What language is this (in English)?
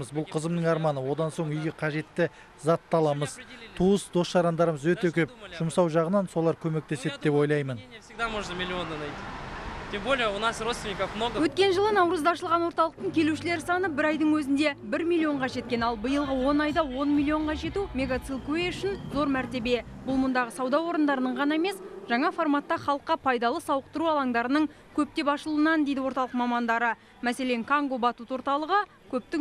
Kazakh